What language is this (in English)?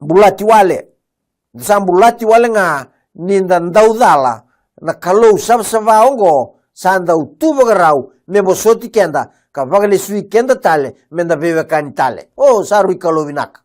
Fijian